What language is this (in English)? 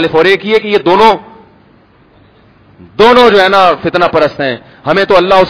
Urdu